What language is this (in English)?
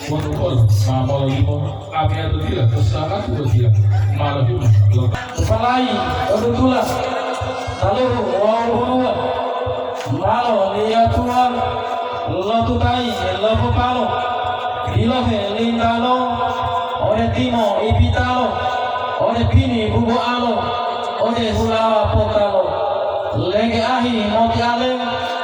Gorontalo